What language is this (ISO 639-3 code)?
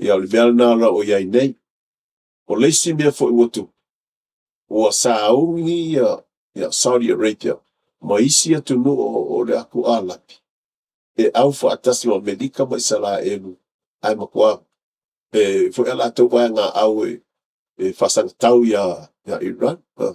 smo